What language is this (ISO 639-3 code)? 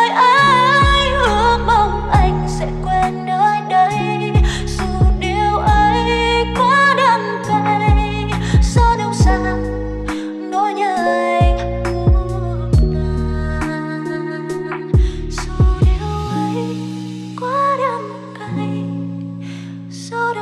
vie